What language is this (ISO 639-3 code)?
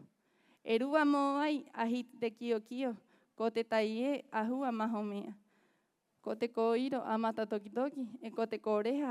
rap